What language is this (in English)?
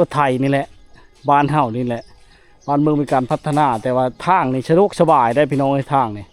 Lao